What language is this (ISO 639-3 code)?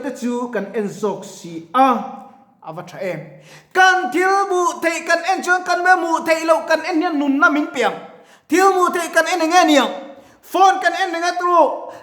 lus